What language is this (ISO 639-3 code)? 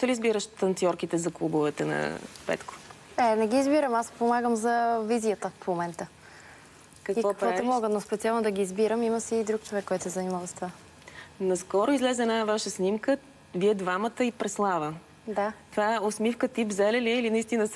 bul